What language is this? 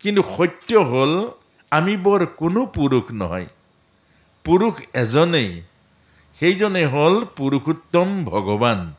Assamese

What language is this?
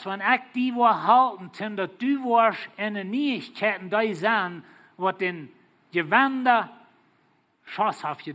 Plautdietsch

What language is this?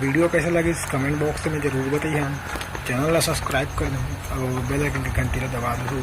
Chhattisgarhi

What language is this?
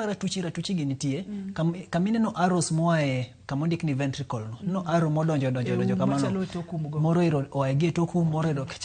Luo (Kenya and Tanzania)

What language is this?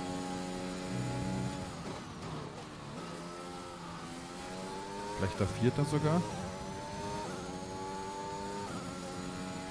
German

